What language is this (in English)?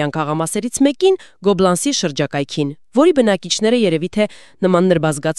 Armenian